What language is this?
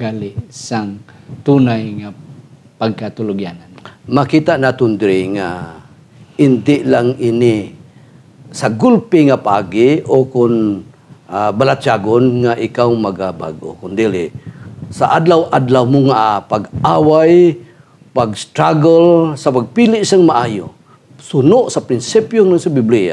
Hiligaynon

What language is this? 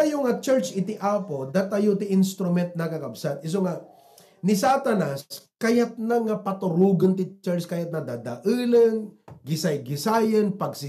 Iloko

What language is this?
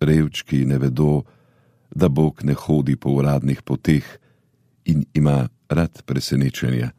Slovenian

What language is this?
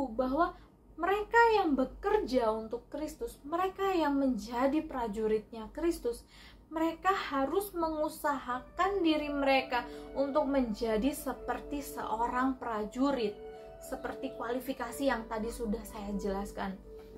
Indonesian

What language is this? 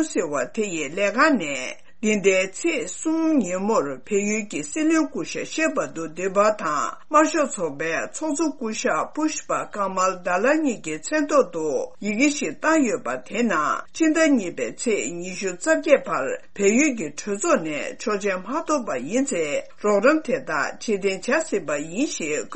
Tibetan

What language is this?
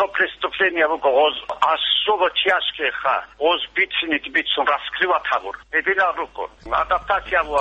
Avaric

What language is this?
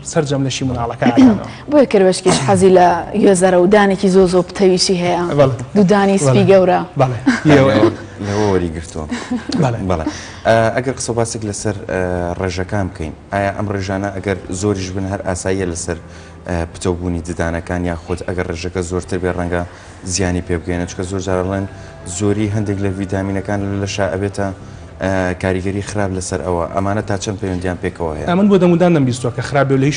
Central Kurdish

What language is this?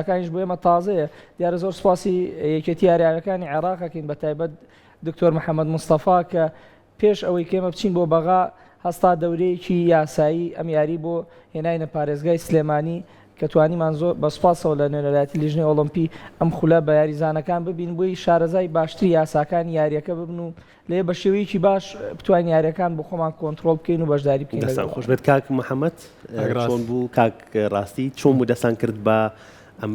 Central Kurdish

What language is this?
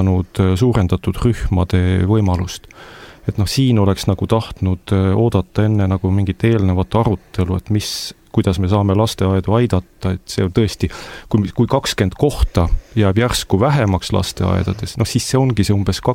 Estonian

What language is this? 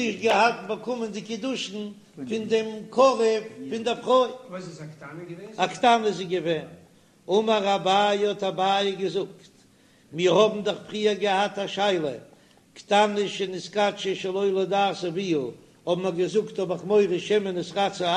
Yiddish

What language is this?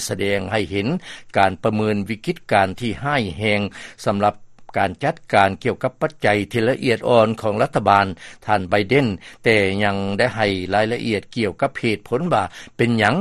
Lao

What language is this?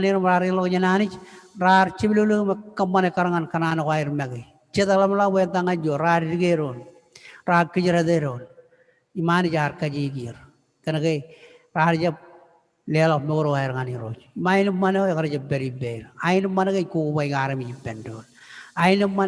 Marshallese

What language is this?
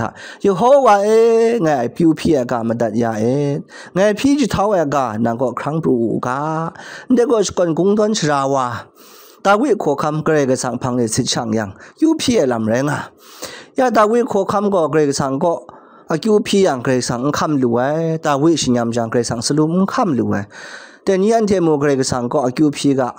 Kachin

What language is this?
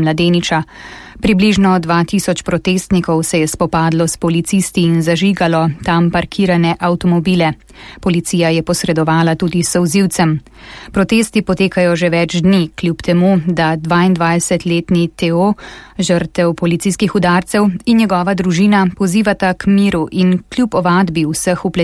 Slovenian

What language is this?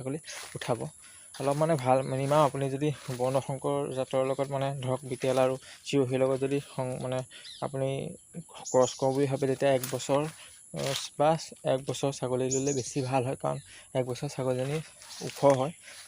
Assamese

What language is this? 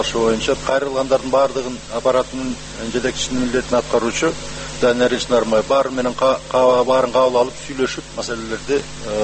Kyrgyz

